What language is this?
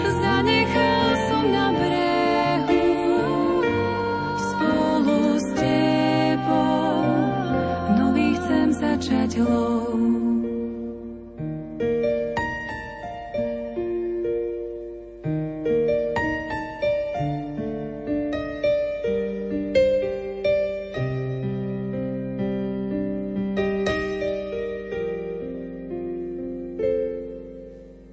Slovak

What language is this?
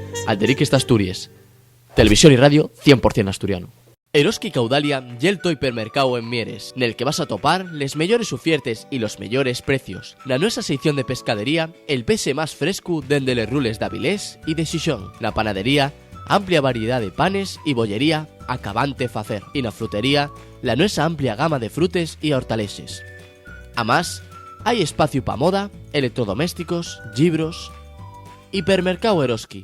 Asturian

